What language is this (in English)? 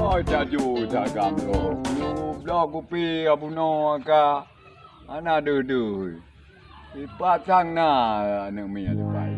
Achinese